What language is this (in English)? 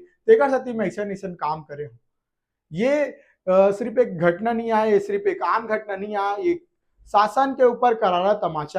Chhattisgarhi